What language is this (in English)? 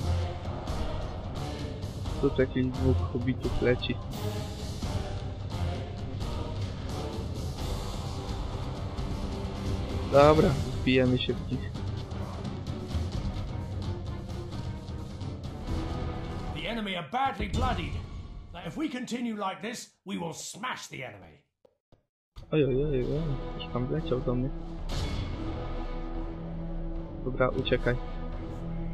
Polish